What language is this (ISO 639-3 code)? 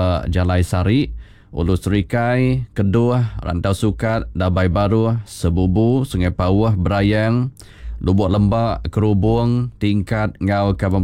iba